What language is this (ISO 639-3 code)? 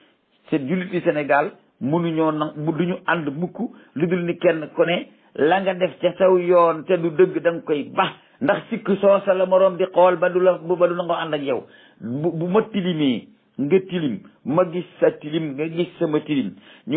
wol